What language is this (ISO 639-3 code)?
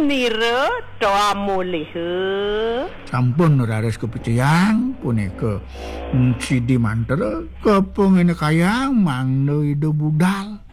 ban